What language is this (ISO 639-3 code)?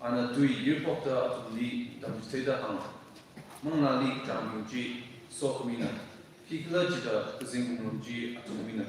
nmf